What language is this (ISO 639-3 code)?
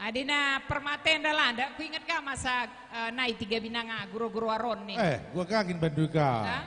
btx